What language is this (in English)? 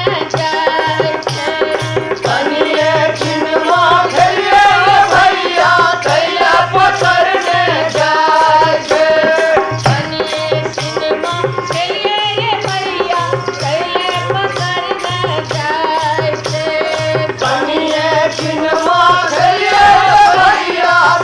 Maithili